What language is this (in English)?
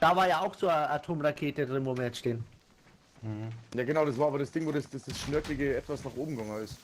Bavarian